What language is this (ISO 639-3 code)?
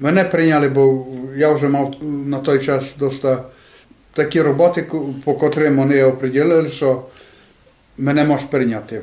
rue